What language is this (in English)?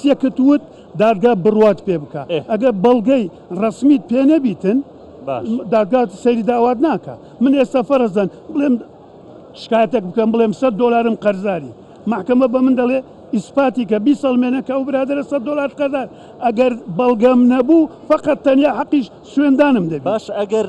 Central Kurdish